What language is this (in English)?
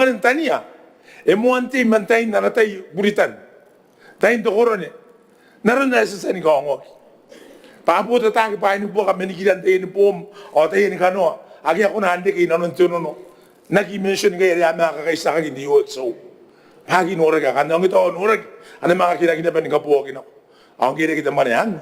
Gilbertese